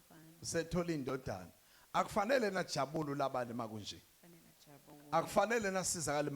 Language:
Zulu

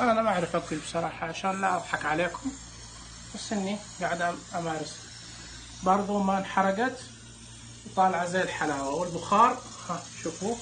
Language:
Najdi Arabic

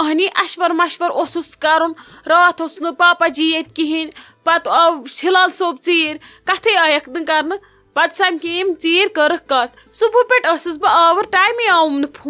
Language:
Kashmiri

